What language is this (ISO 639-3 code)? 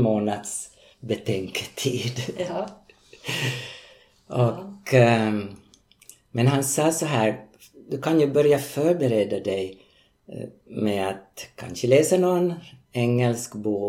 swe